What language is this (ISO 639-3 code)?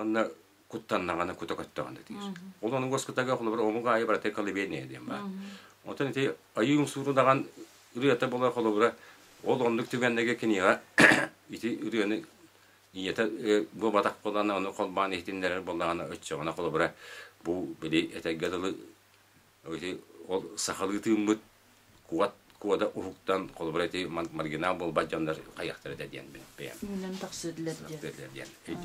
sah